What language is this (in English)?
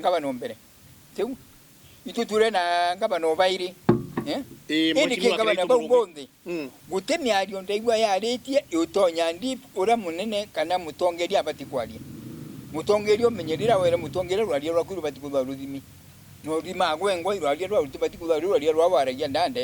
Meru